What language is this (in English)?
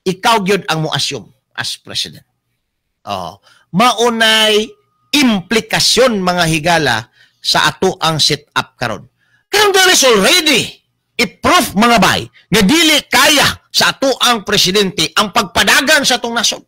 Cebuano